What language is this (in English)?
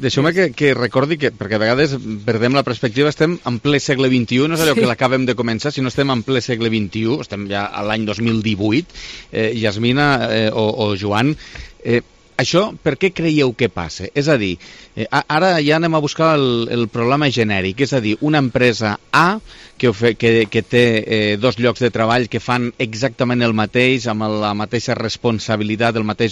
Catalan